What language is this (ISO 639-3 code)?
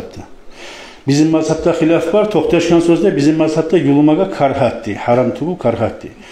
kum